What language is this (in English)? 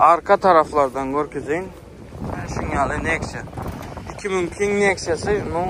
Turkmen